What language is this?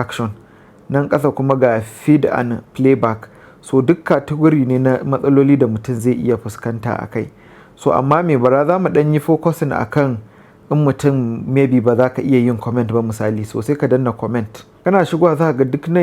Hausa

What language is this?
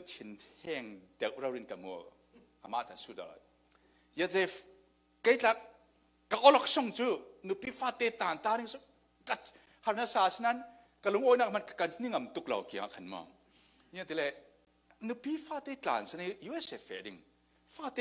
Falam Chin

